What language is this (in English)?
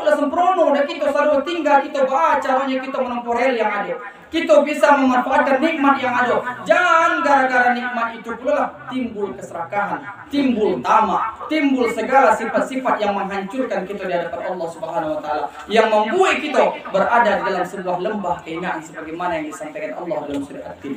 Minangkabau